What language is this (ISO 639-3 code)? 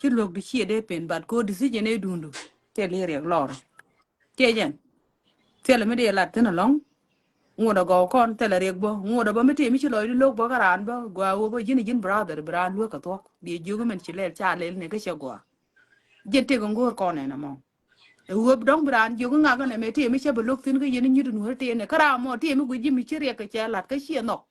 nus